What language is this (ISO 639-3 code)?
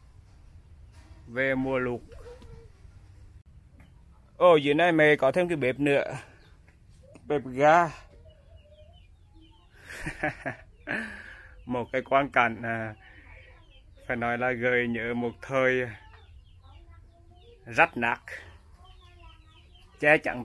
vie